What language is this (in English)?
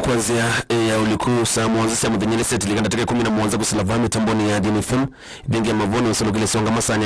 Kamba